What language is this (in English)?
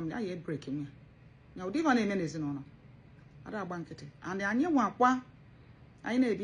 Igbo